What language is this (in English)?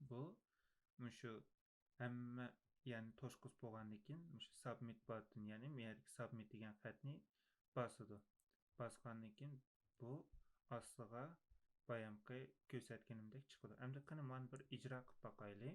Uyghur